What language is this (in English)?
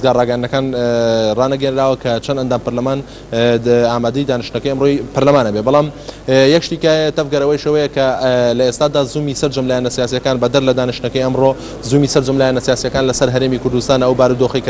Central Kurdish